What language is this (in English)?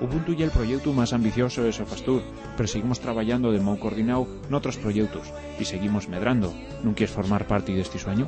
Asturian